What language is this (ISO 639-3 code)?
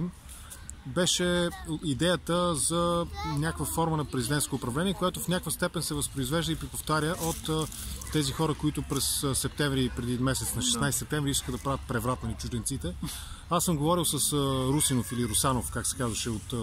bul